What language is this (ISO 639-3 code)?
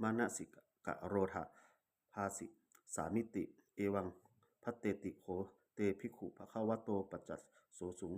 pli